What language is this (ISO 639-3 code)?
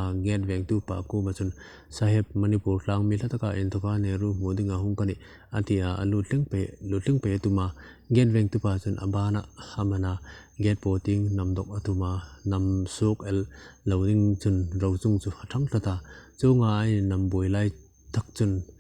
hmr